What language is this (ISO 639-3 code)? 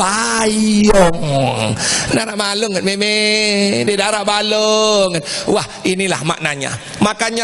sas